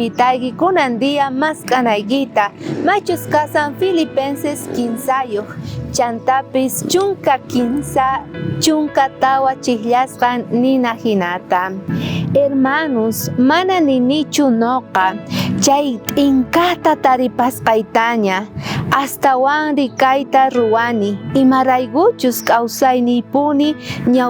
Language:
South Bolivian Quechua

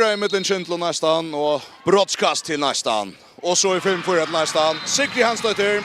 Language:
Faroese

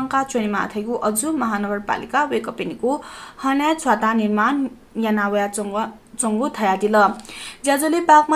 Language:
Newari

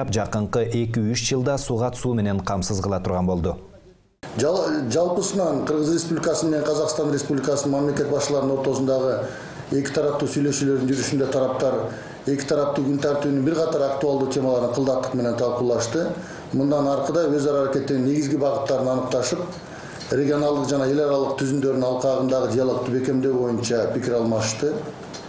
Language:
Kyrgyz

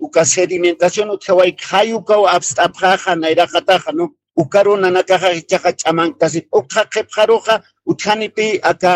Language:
Aymara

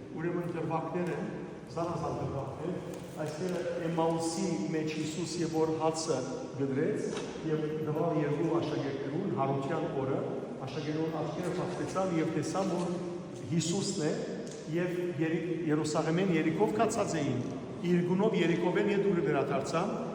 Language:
Western Armenian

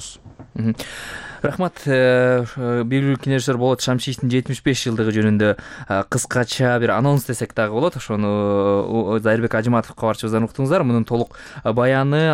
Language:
Kyrgyz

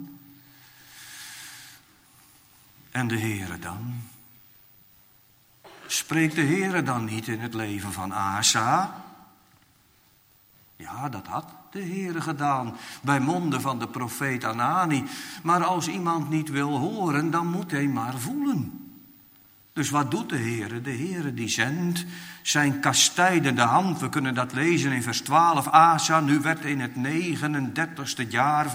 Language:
Dutch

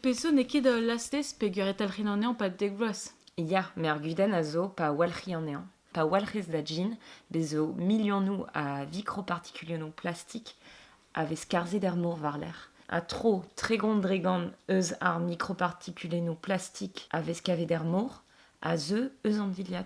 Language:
Breton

